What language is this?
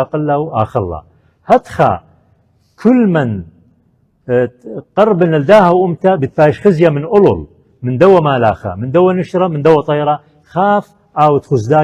Assyrian Neo-Aramaic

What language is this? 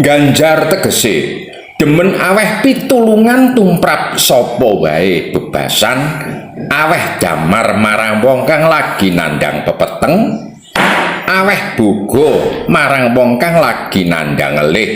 Javanese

